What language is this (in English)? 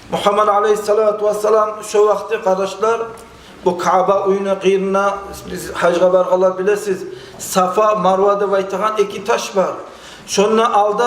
Kumyk